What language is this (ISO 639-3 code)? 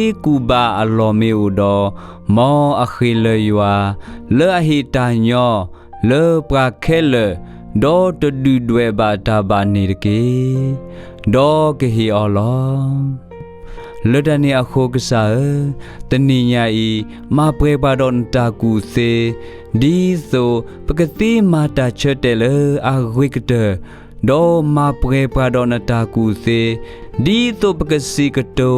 ksw